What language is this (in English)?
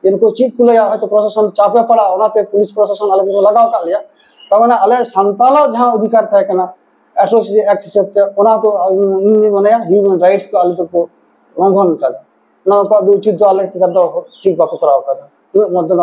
Santali